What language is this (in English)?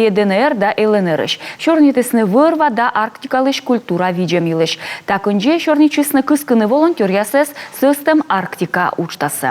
Komi